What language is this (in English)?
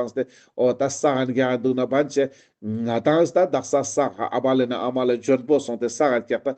Ladakhi